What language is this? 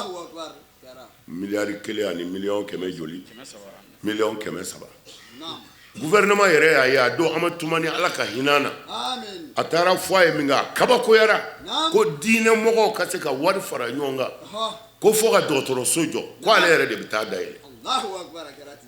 Bambara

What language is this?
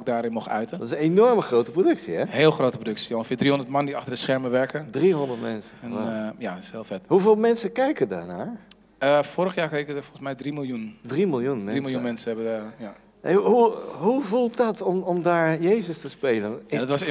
Dutch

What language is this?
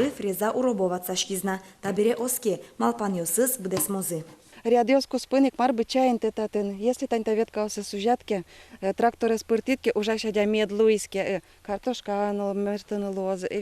Udmurt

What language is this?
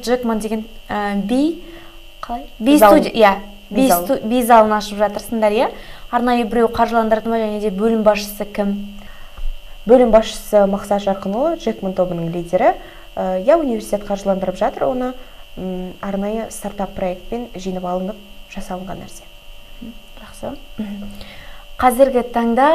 Kazakh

